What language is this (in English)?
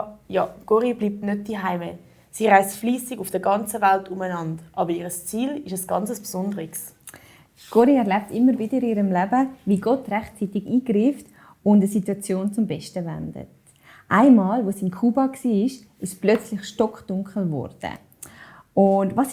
Swiss German